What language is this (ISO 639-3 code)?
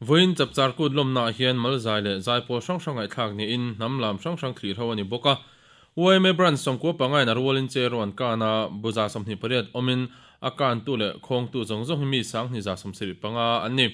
lus